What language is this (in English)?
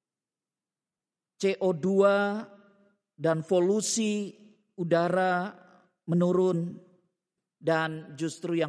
Indonesian